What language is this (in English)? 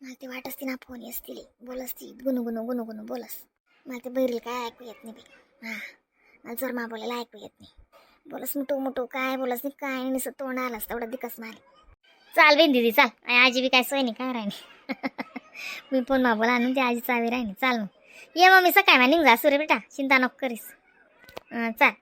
Khandesi